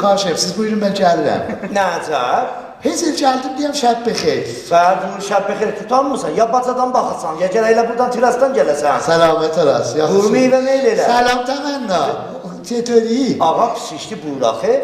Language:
South Azerbaijani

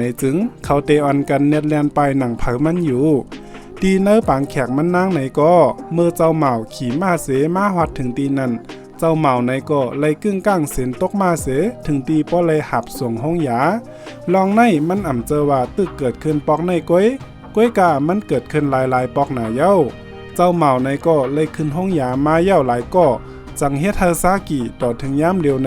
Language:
Shan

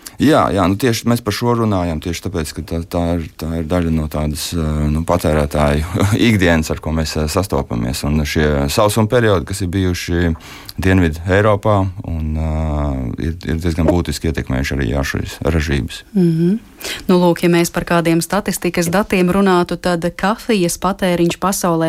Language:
Latvian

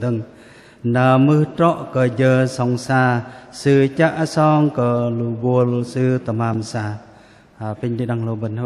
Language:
Bahnar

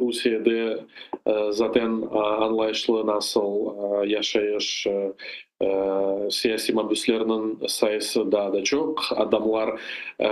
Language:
Crimean Tatar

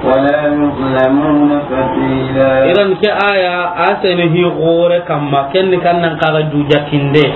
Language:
Soninke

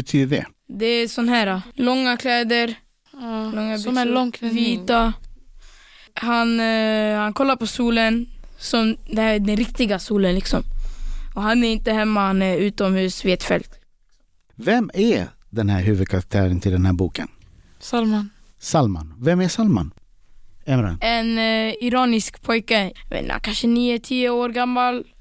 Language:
Swedish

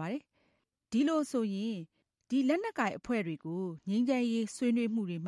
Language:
Burmese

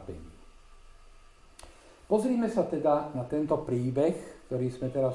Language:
Slovak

